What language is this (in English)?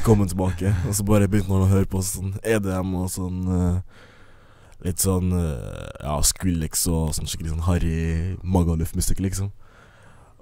Norwegian